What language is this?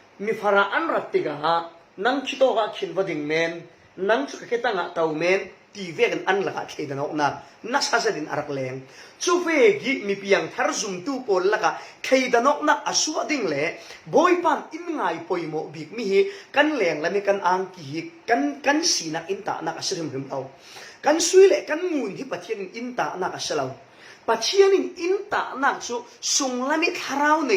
Falam Chin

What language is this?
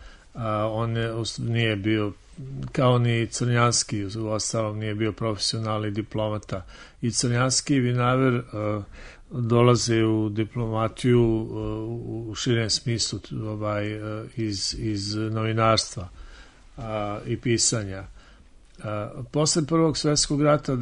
Serbian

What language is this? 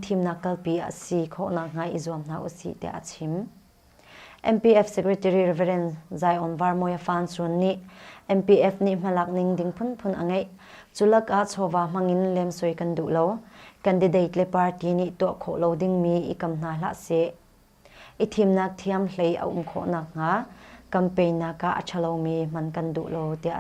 Hakha Chin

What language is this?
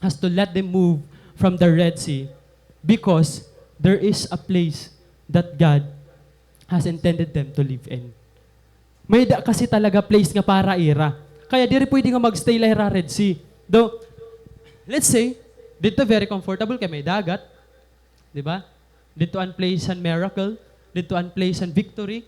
Waray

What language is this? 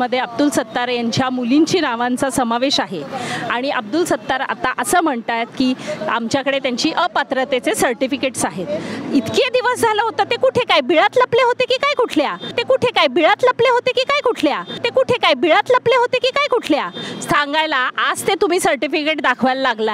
Marathi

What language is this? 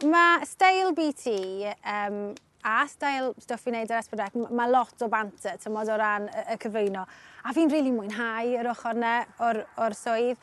Welsh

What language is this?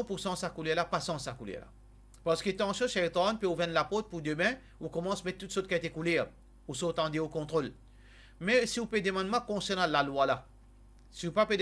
Morisyen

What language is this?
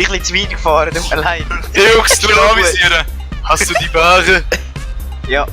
Swiss German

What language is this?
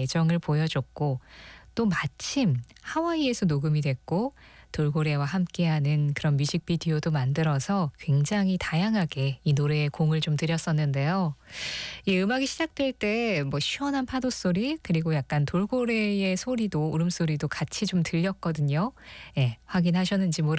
Korean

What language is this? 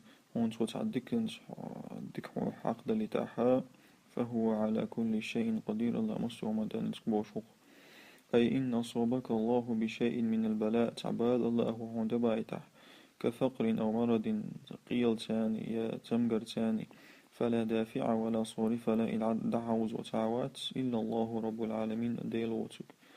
Chechen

